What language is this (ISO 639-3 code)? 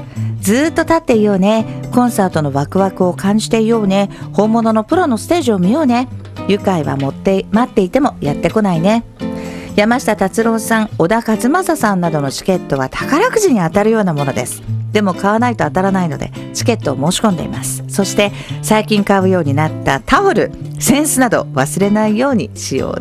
jpn